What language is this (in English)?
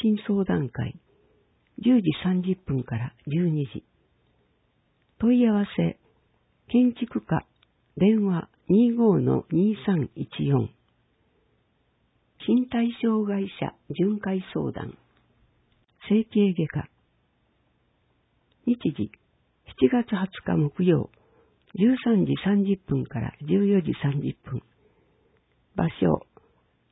Japanese